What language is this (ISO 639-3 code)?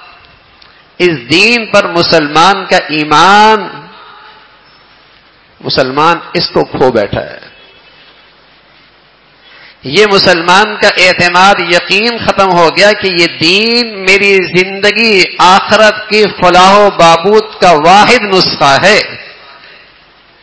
urd